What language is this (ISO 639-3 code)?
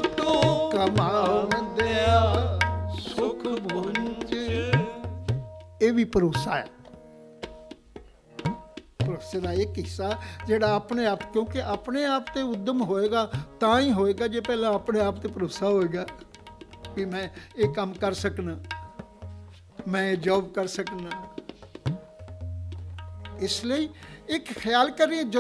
pan